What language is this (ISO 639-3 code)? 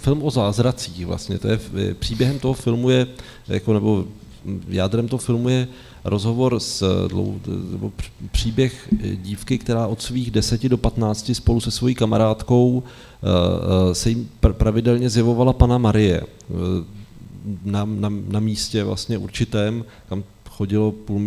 ces